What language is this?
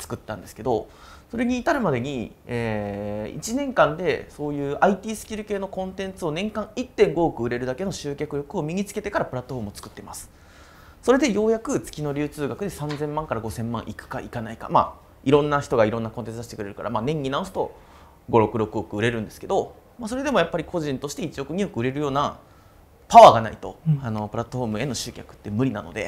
Japanese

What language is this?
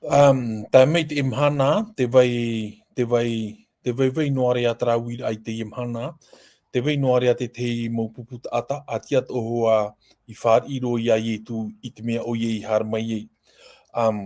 Tahitian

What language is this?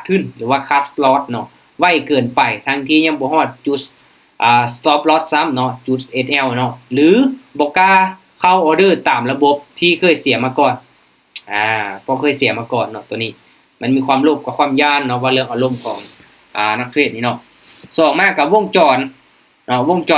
Lao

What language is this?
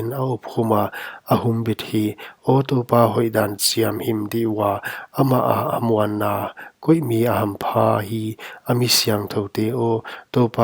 Paite Chin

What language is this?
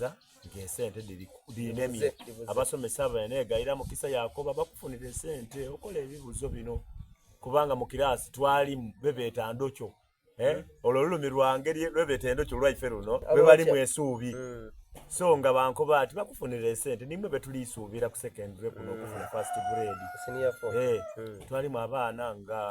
Soga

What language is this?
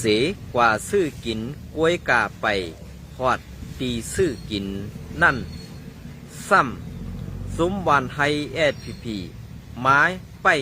Shan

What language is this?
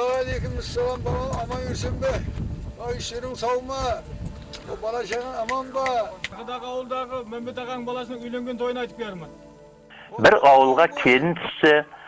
Kara-Kalpak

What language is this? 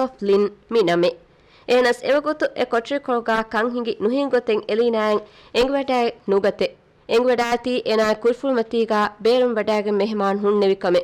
Divehi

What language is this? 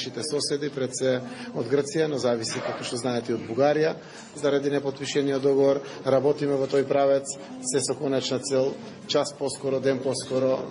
Macedonian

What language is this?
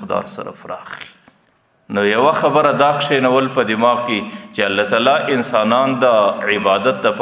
Pashto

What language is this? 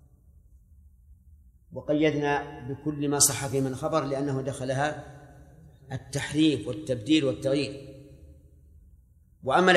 Arabic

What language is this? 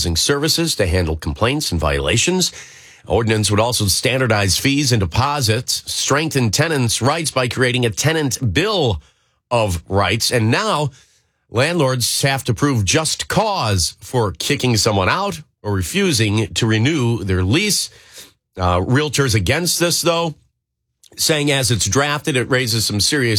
English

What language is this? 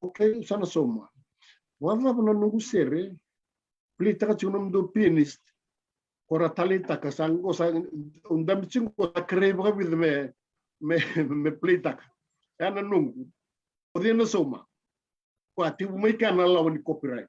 Fijian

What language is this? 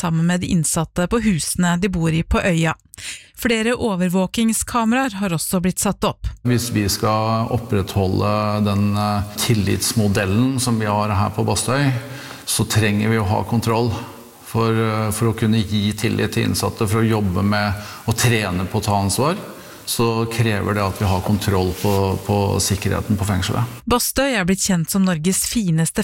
Norwegian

